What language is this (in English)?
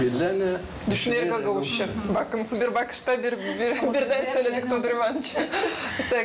Gagauz